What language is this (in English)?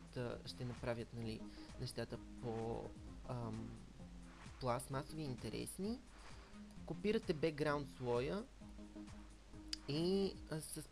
Bulgarian